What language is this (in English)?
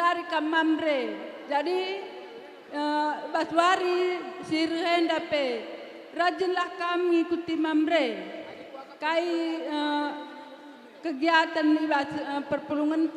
Batak Karo